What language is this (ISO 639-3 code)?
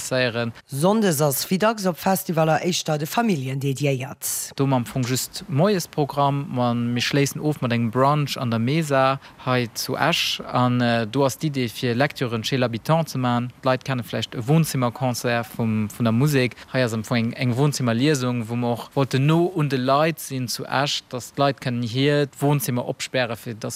ltz